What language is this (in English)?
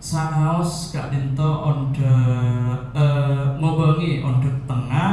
Madurese